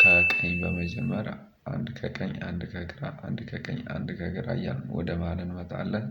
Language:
Amharic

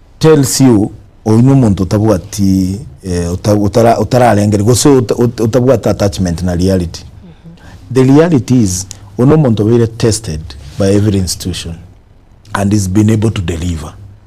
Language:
Gusii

